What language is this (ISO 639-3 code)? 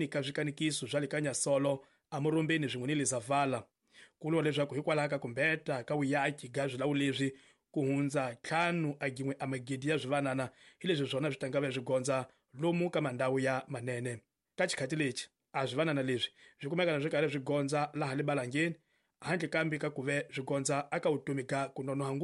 tso